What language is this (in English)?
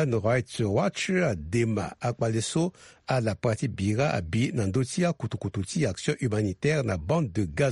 Sango